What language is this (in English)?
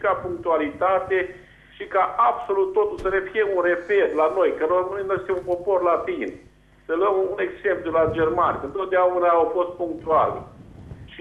Romanian